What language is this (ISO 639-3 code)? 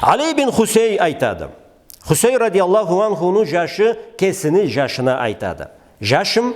krc